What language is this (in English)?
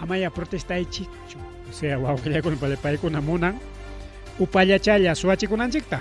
Ayacucho Quechua